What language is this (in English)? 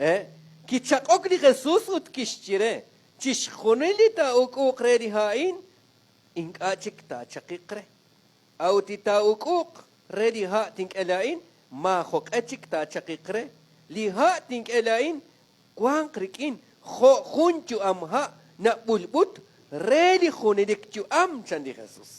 Kekchí